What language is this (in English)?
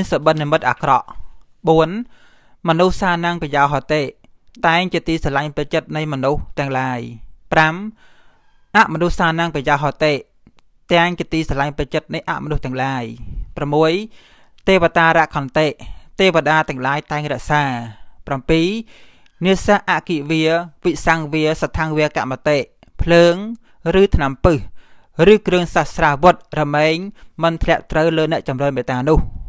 Khmer